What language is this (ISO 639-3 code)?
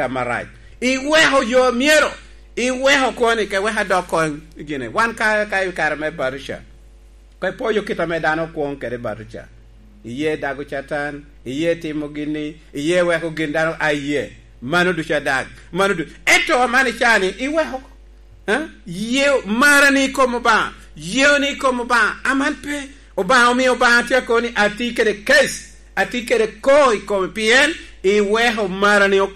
laj